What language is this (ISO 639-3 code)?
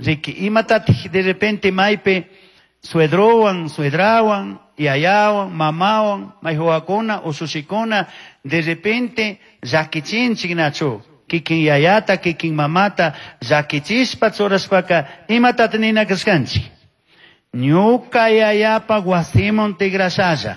qug